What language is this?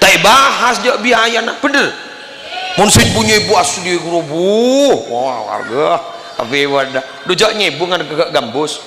Madurese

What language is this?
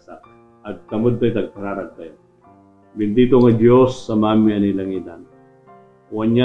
Iloko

